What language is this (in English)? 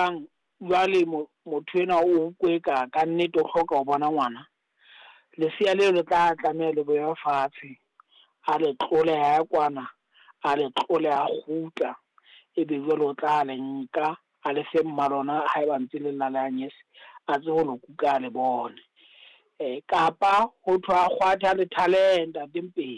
Southern Sotho